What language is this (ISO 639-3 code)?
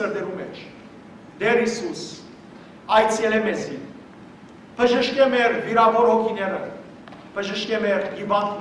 hyw